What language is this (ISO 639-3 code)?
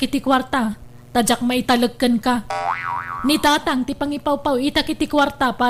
ilo